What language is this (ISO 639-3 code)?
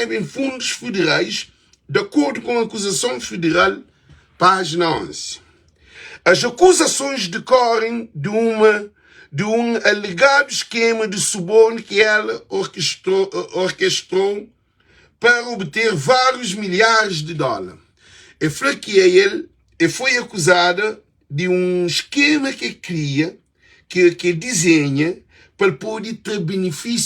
kea